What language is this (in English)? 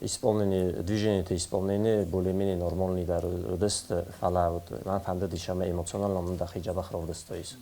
Ossetic